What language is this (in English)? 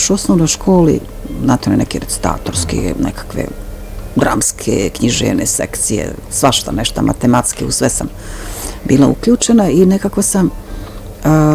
Bosnian